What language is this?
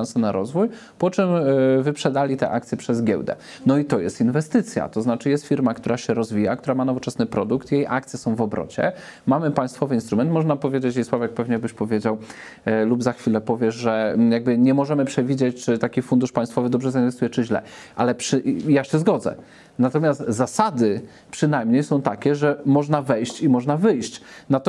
Polish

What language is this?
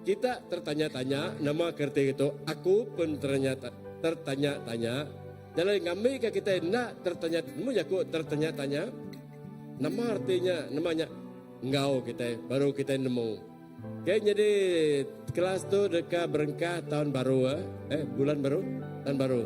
Iban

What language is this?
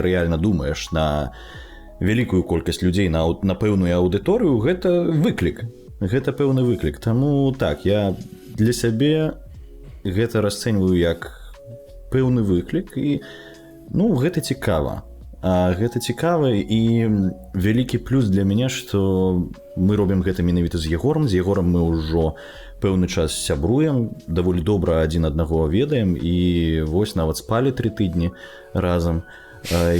Belarusian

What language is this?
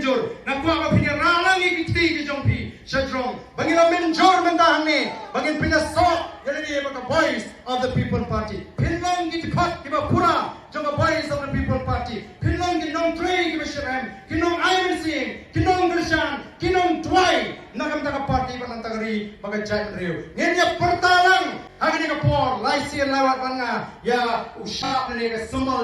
Khasi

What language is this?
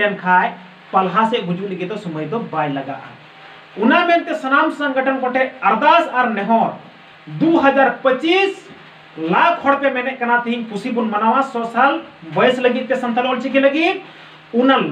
Santali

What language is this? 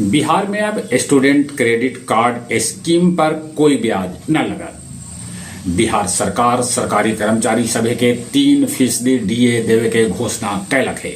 Magahi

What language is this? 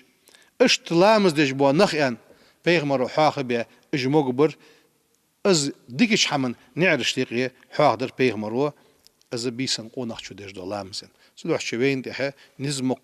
Ingush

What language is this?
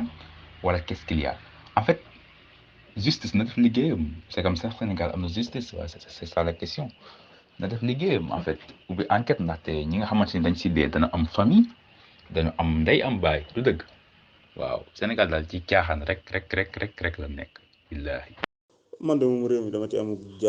Wolof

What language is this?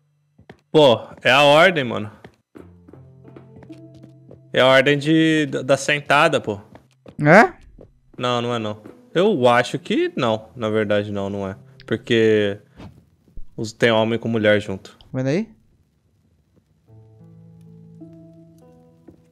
Portuguese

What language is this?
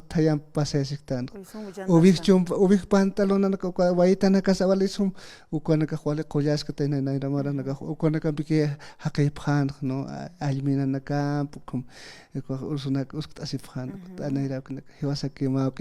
Aymara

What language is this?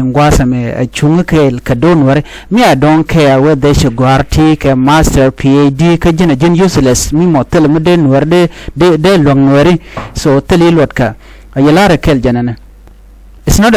Nuer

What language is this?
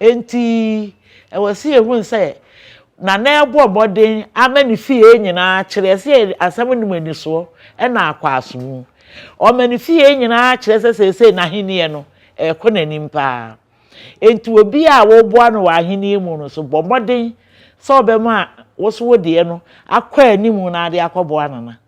Akan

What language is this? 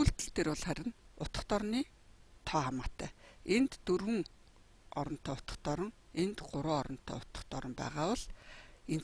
Mongolian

